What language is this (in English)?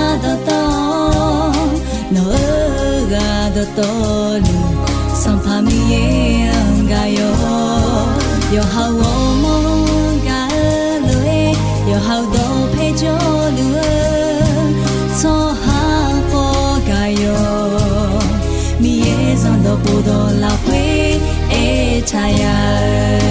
Akha